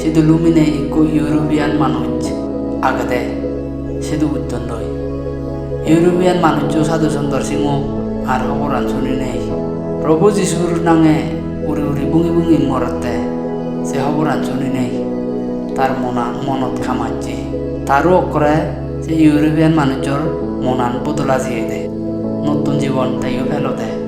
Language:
Chakma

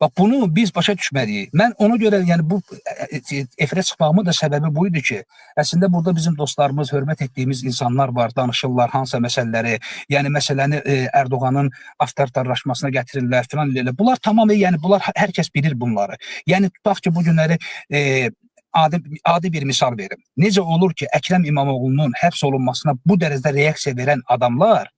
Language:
Azerbaijani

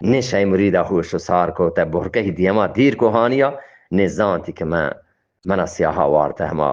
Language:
Eastern Balochi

